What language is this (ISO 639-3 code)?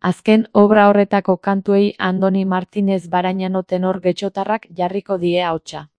eus